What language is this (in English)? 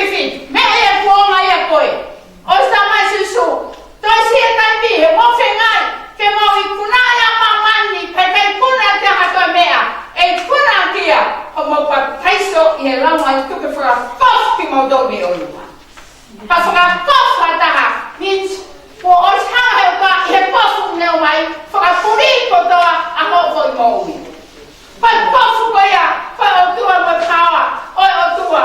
Tongan